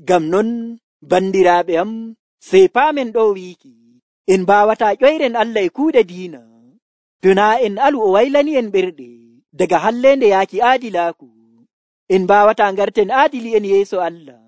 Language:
Nigerian Fulfulde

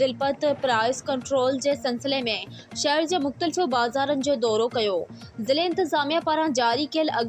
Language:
Sindhi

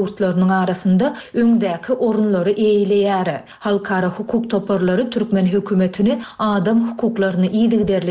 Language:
Turkmen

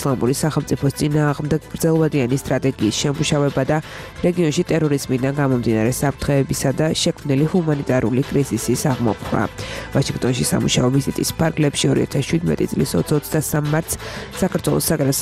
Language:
Georgian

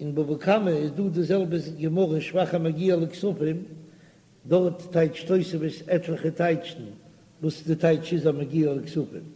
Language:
Yiddish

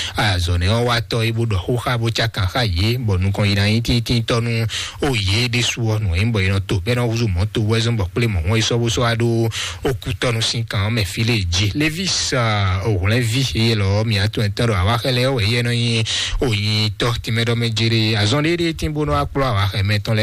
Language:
Fon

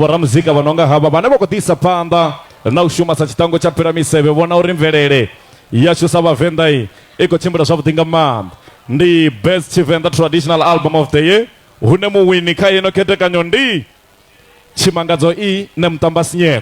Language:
Venda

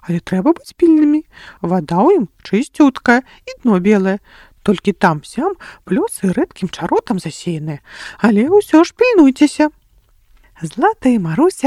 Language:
Belarusian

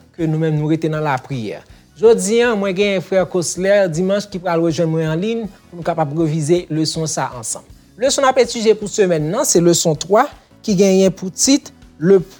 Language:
Haitian Creole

